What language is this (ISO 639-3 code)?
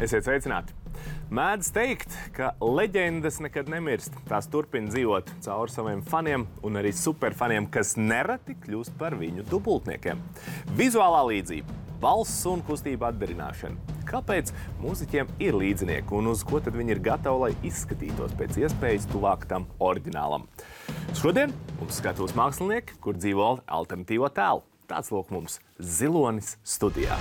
lav